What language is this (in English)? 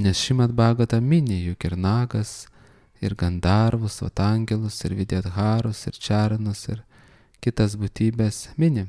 Lithuanian